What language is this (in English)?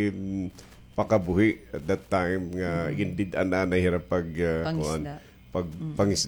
Waray